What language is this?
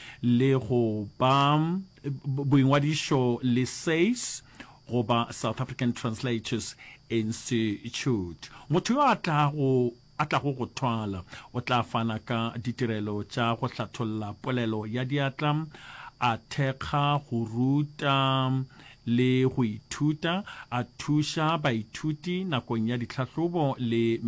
Northern Sotho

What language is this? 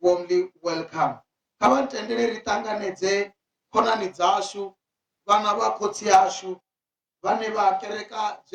Venda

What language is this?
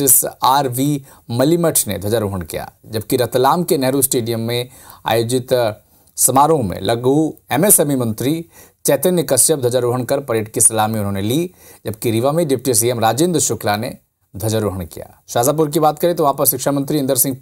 Hindi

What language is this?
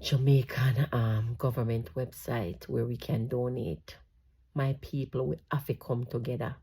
Jamaican Creole English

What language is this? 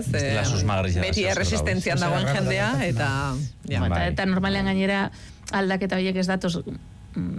Basque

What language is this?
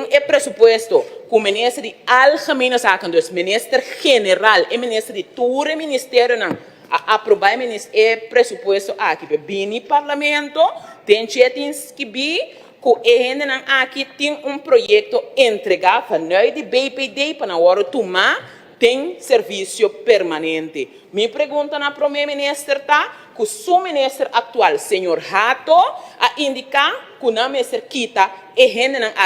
Papiamento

